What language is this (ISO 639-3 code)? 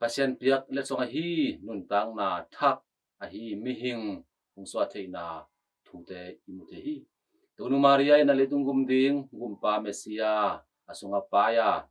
ctd